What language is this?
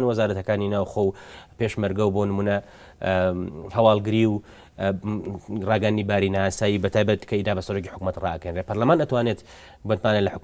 Central Kurdish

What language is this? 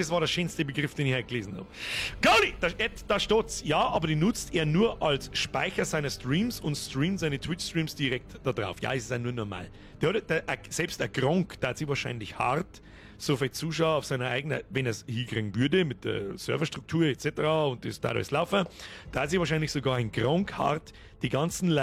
Bavarian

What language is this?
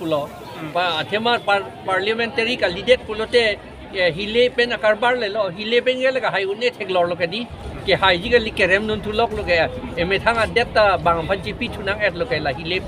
Karbi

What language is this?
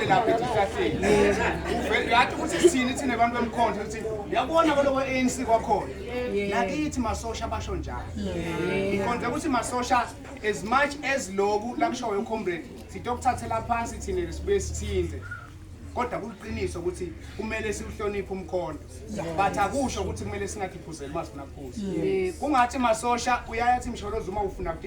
Zulu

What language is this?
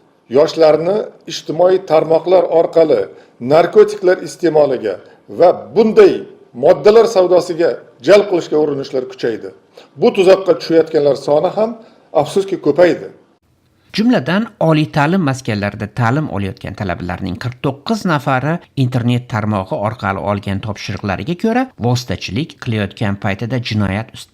Uzbek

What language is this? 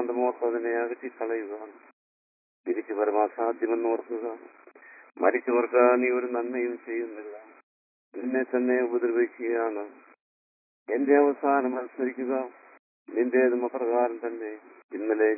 Malayalam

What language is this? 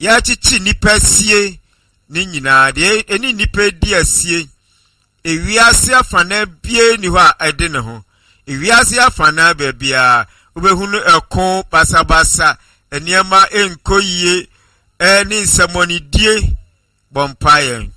Akan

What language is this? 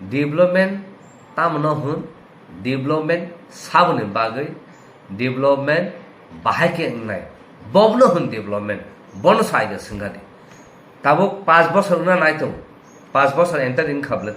Kok Borok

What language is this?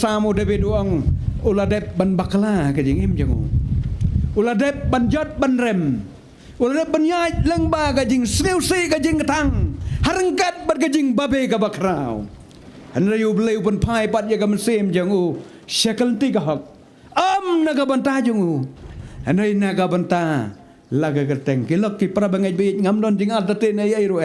Khasi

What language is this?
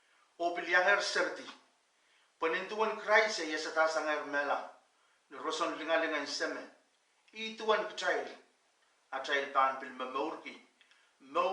Pohnpeian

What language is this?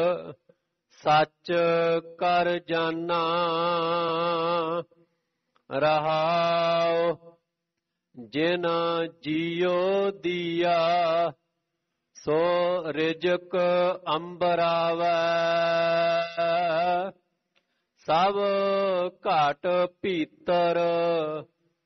Punjabi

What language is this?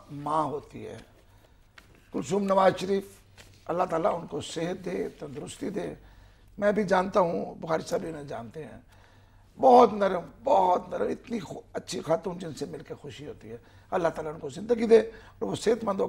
Urdu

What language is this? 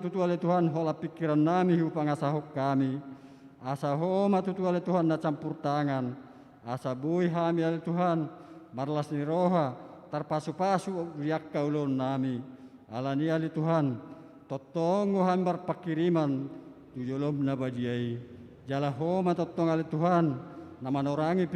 Batak Toba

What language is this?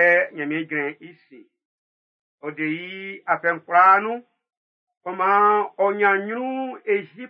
Baoulé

